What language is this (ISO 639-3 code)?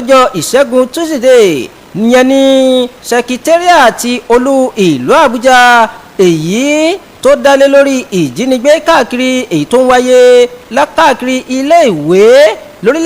yor